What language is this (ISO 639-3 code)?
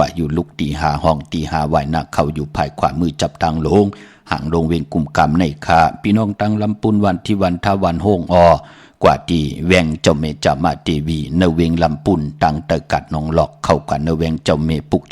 shn